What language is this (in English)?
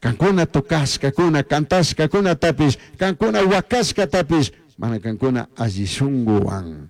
Chimborazo Highland Quichua